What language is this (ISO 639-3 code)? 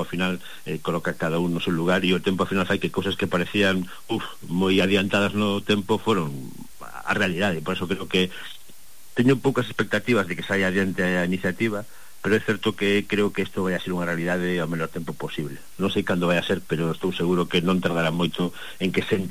glg